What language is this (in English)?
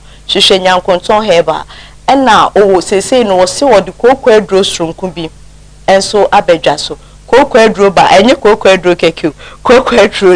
Akan